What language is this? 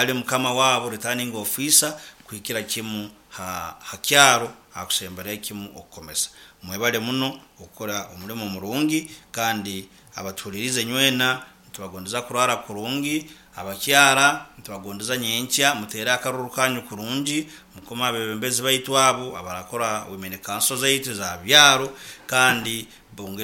Nyankole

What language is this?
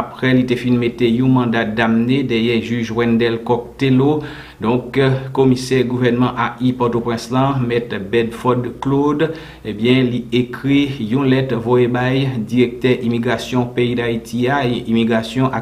Haitian Creole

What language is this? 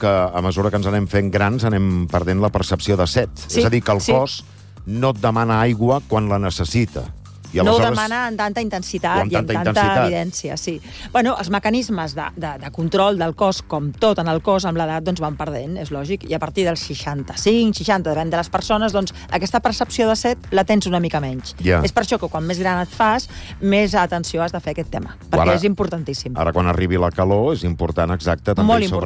Catalan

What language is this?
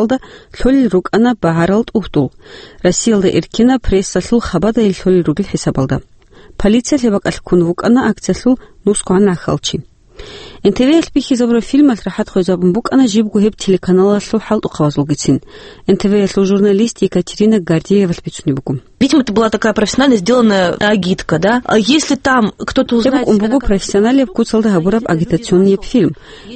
Avaric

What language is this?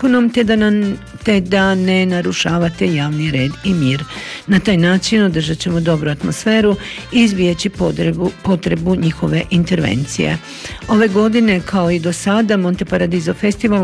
Croatian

